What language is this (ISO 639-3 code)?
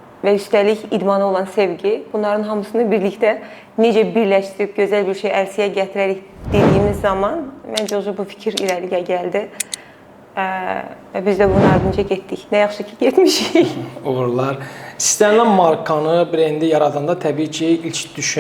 aze